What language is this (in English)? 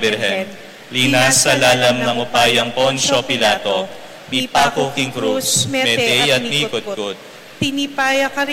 Pampanga